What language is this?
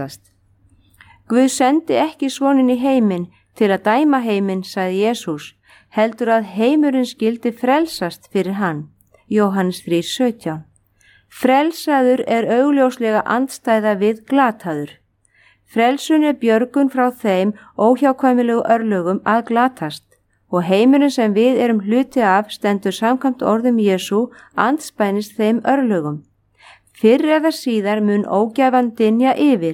Icelandic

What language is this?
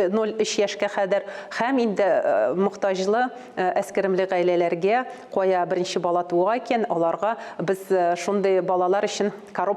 Tatar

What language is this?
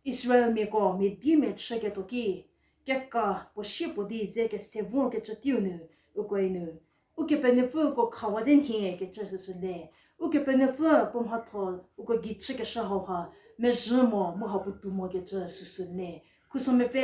Angami Naga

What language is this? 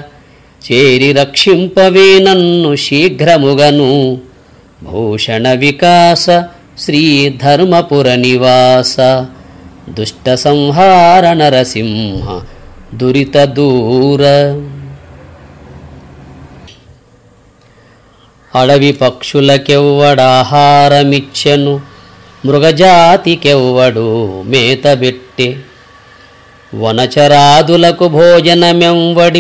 Telugu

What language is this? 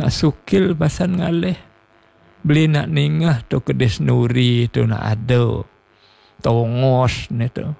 Balinese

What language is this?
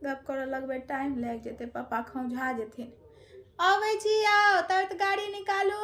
Maithili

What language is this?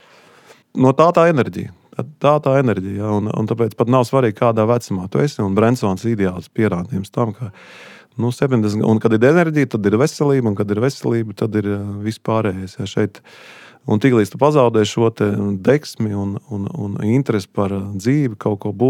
Latvian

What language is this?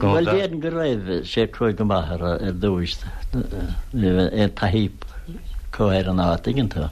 Irish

